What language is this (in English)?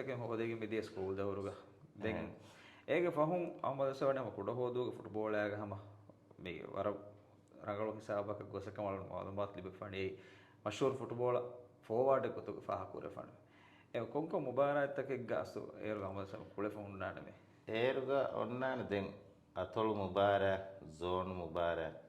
Divehi